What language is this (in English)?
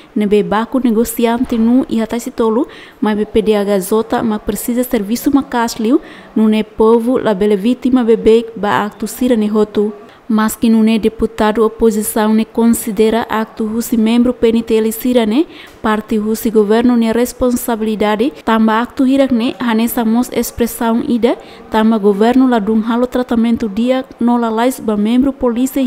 Tetum